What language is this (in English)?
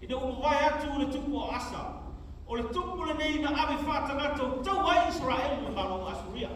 Samoan